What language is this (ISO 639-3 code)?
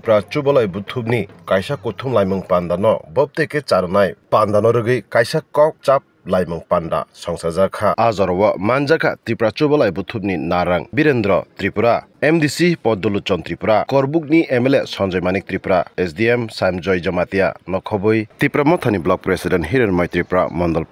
trp